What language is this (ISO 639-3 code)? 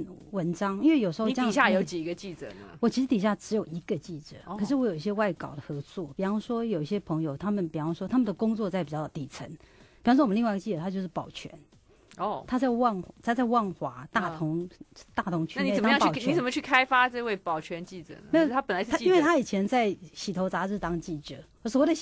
zho